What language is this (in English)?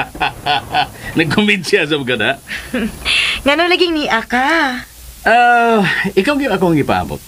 Cebuano